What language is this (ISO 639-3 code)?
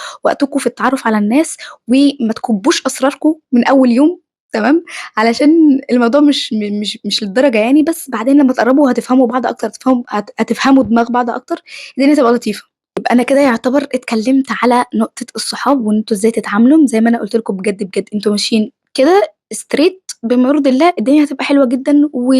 arz